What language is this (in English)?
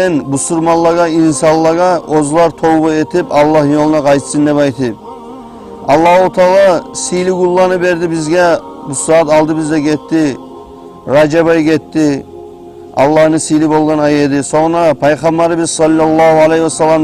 Kumyk